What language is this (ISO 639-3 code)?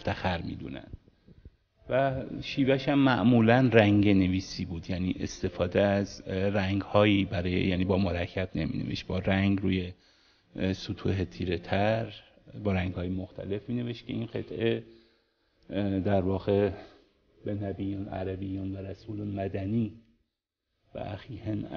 fas